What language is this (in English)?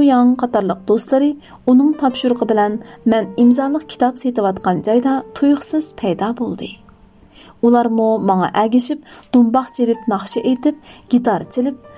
Uyghur